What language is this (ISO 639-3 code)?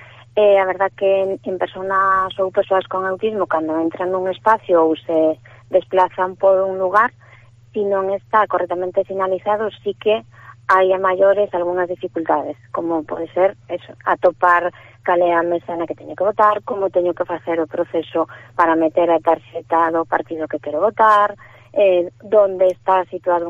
glg